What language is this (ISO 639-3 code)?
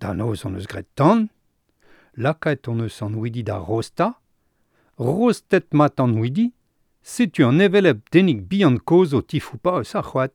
bre